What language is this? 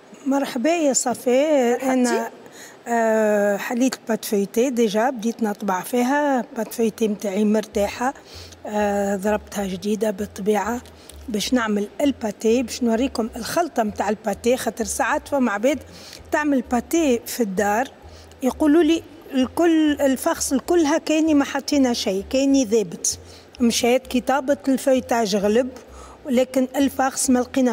Tunisian Arabic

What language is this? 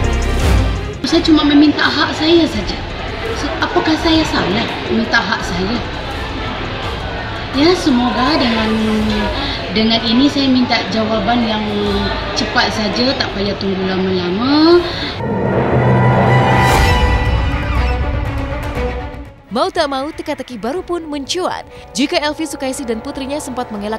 Indonesian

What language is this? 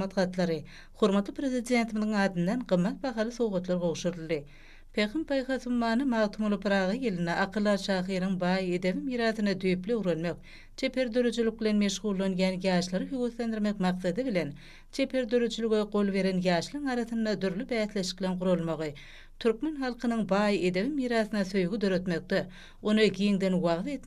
Turkmen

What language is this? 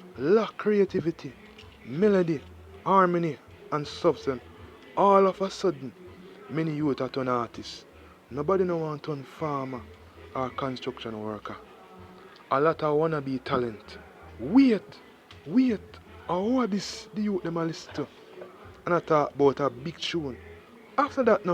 Jamaican Creole English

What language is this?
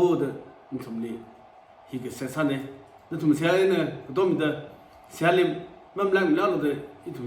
Tangkhul Naga (India)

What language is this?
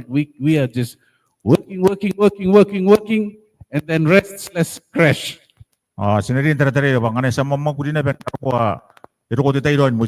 Gilbertese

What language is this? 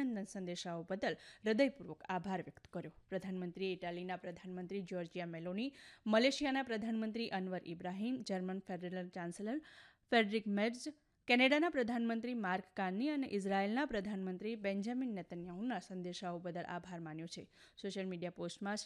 Gujarati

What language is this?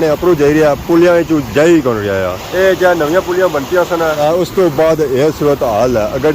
Pahari-Potwari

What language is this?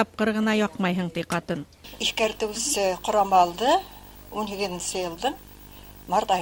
Bashkir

